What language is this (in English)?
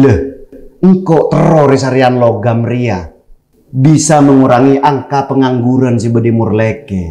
Madurese